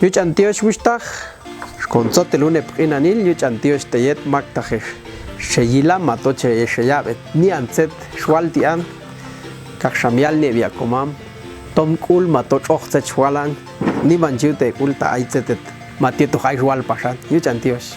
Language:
Popti'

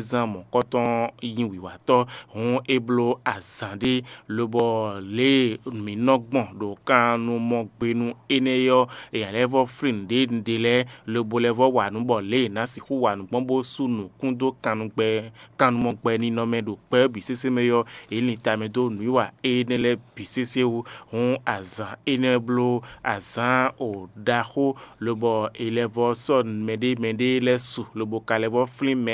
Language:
Fon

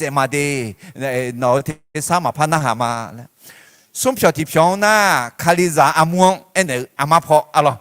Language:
Akha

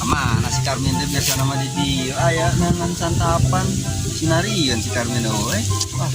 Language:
Sundanese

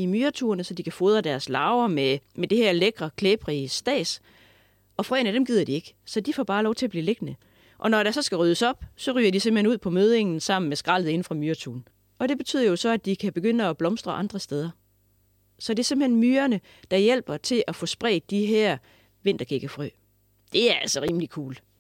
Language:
Danish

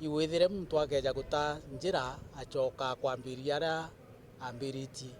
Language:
Meru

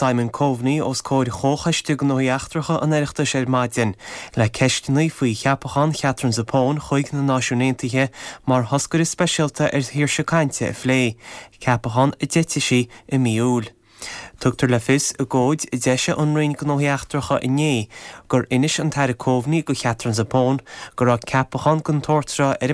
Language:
Irish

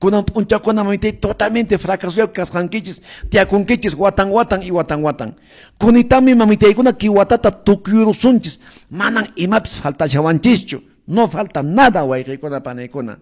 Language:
Quechua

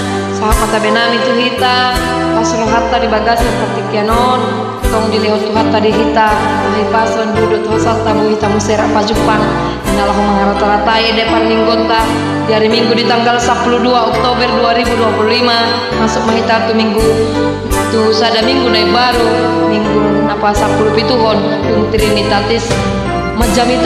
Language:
Batak Toba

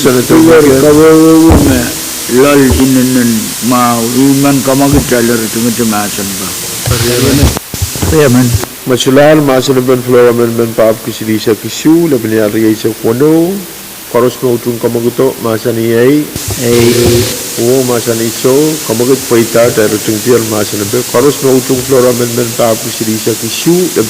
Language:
Pohnpeian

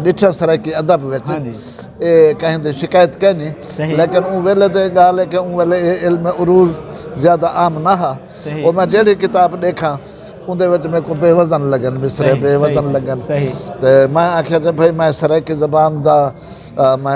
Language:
Saraiki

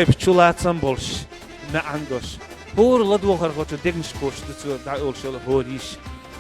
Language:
Chechen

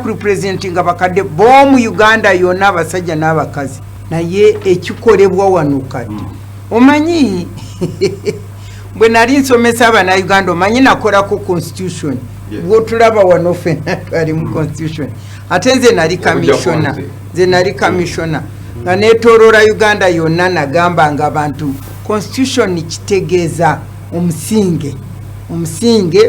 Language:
Ganda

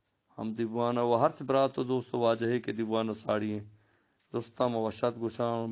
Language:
Eastern Balochi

